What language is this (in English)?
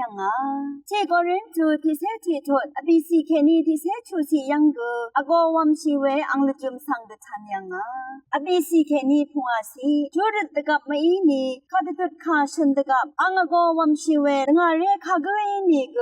Rawang